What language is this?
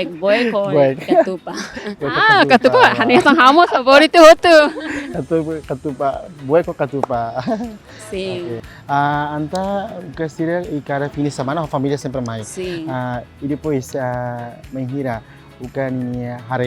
Tetum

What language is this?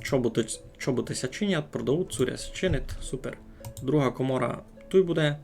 Rusyn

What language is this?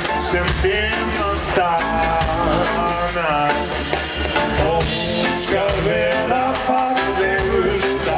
Icelandic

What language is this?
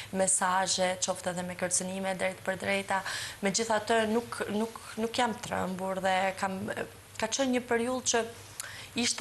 Albanian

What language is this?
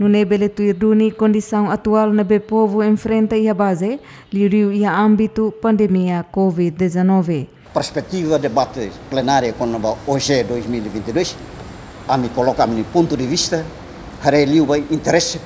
Tetum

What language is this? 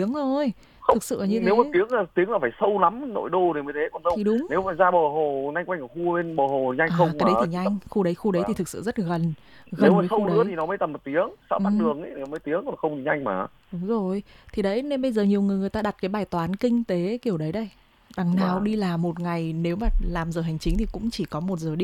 Vietnamese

